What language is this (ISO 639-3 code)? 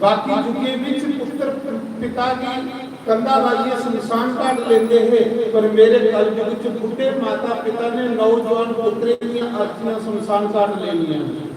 doi